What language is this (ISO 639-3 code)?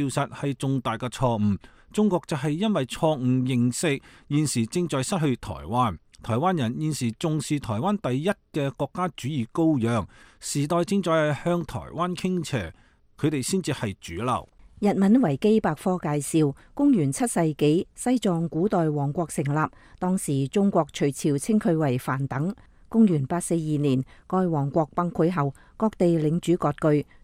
yue